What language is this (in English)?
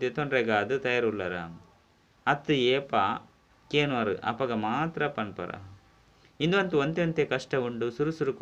Tulu